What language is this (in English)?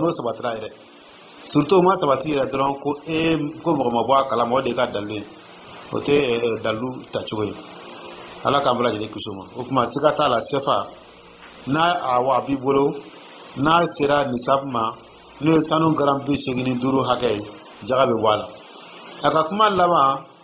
Dyula